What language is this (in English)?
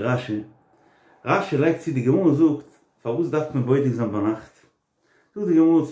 Yiddish